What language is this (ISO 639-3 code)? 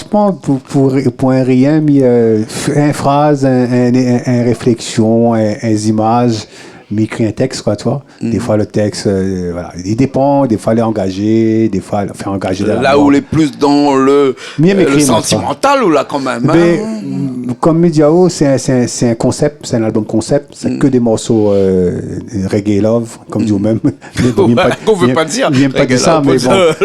rcf